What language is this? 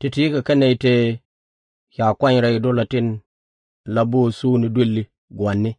Nuer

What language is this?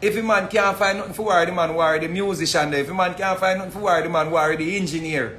Jamaican Creole English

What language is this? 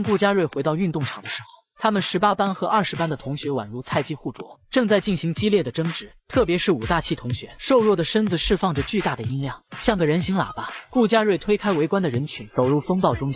Chinese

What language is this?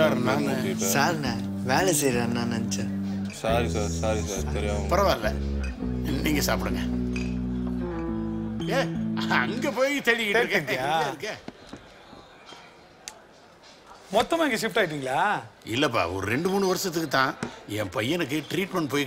Tamil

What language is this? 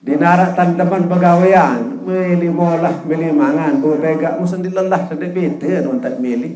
Sasak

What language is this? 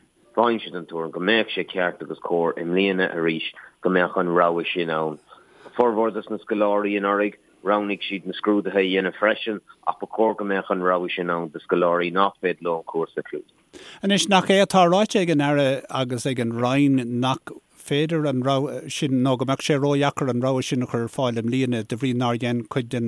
Irish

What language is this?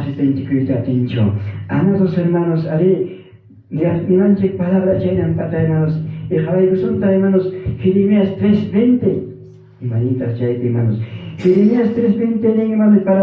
Ayacucho Quechua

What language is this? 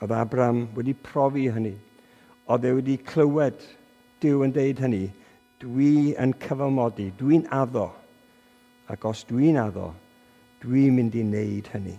Welsh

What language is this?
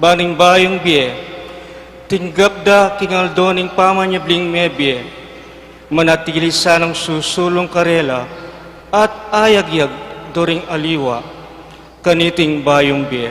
Pampanga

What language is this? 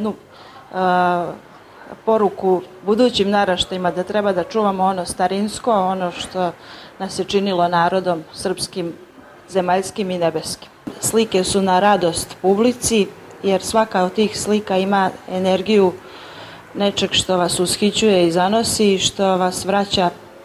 Serbian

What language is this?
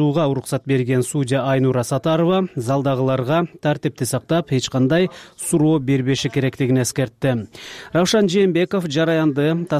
Kyrgyz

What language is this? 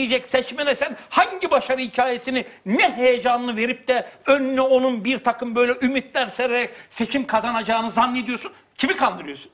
Turkish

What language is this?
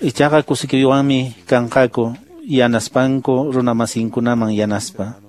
Quechua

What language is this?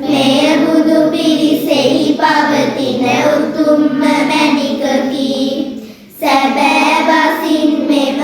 Sinhala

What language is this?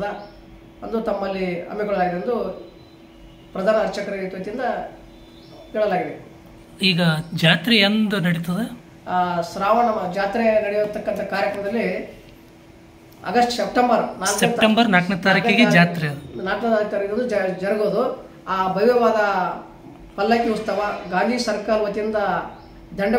Kannada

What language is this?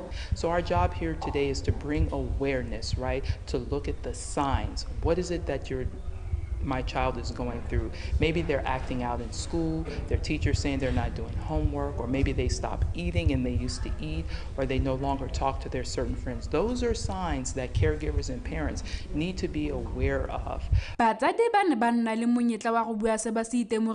Tswana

